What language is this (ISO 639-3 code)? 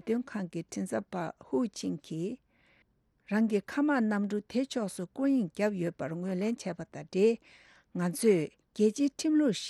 bod